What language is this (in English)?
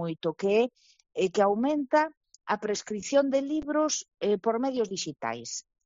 Galician